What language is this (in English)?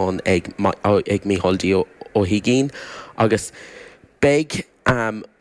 Irish